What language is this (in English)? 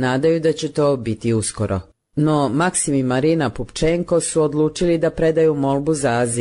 Croatian